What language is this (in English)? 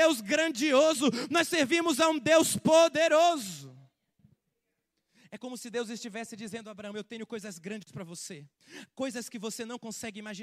Portuguese